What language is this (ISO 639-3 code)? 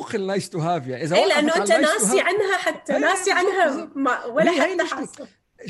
apc